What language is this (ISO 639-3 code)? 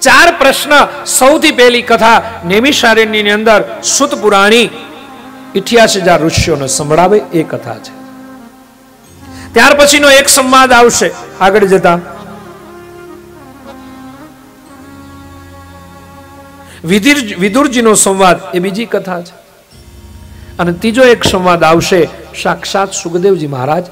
guj